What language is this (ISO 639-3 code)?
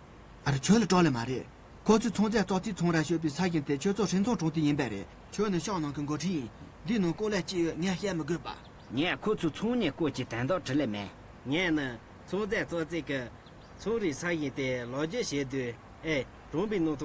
bod